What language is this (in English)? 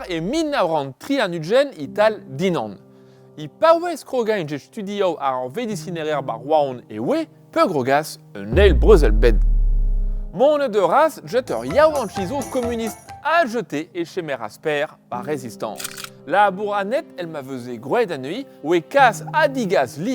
Breton